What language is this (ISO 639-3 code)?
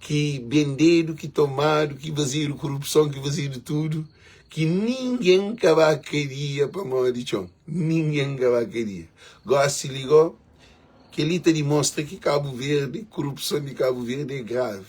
kea